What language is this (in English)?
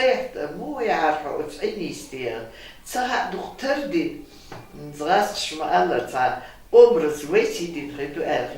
Chechen